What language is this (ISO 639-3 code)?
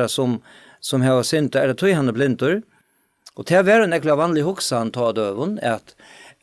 fao